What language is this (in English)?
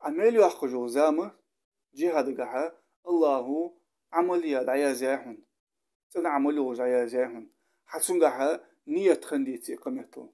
Ingush